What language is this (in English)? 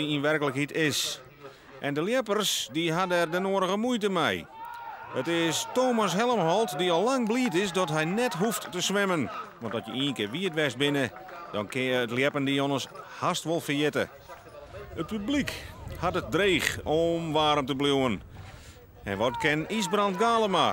Western Frisian